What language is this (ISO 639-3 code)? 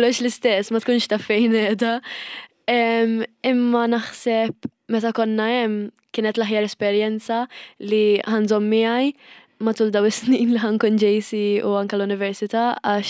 mlt